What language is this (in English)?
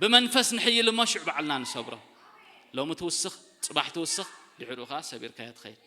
Tigrinya